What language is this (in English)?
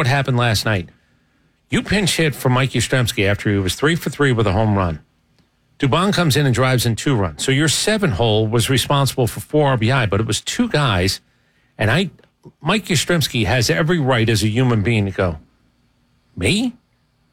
English